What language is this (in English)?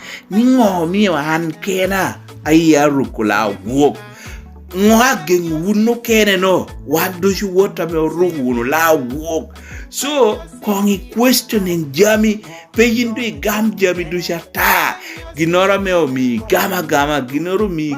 Lango (Uganda)